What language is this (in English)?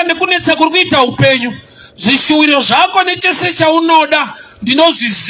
Shona